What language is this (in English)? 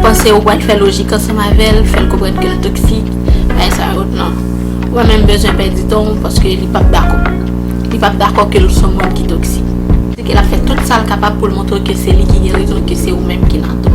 Haitian Creole